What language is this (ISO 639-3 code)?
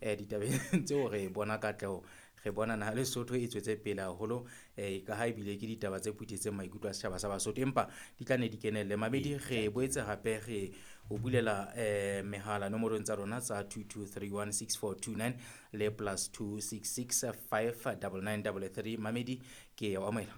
sot